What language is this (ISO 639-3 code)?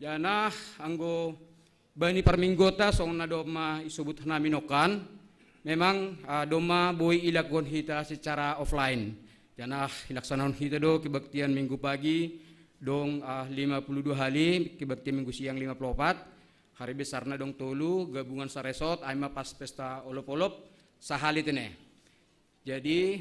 bts